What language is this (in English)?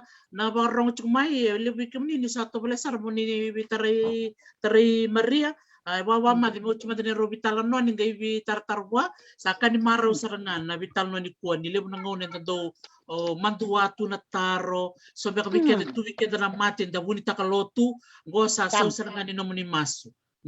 Fijian